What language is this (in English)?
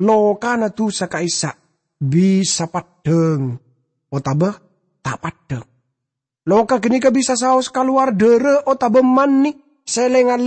Madurese